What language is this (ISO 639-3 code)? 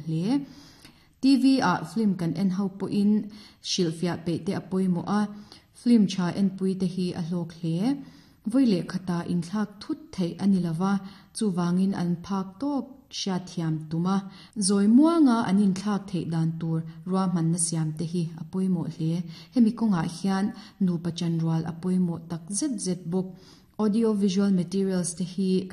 lus